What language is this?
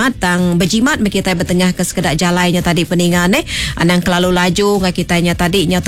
Iban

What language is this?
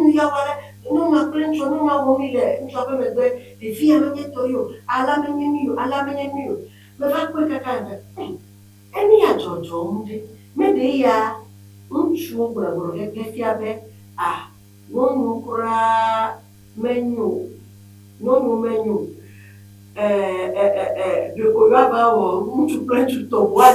Ewe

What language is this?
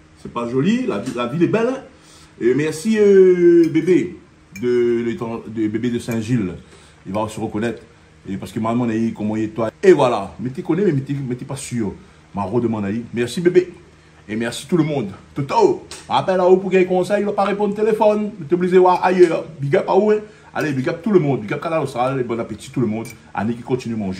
Réunion Creole French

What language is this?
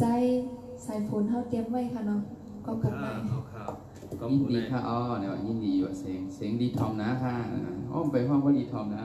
Shan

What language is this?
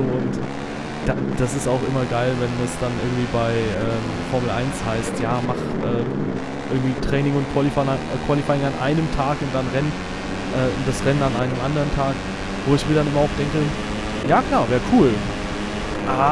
German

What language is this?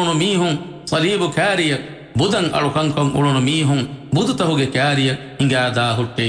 Divehi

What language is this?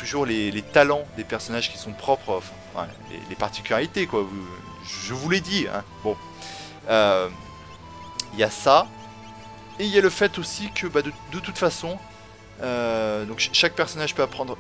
French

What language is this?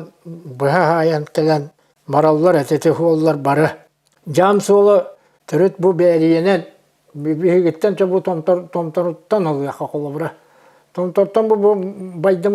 Yakut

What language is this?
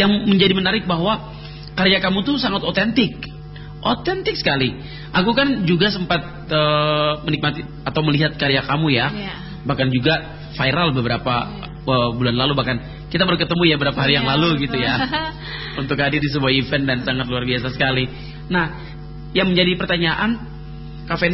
Indonesian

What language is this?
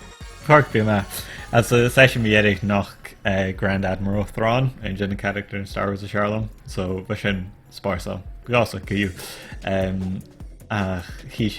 Scottish Gaelic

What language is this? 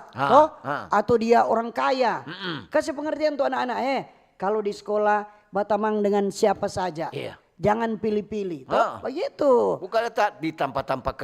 Manado Malay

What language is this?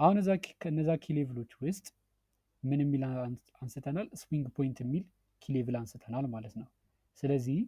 Amharic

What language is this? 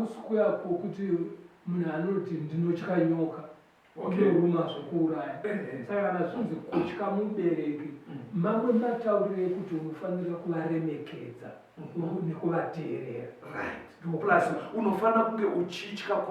Shona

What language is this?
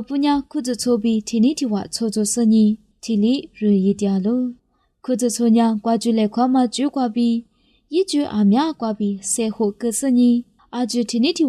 Lisu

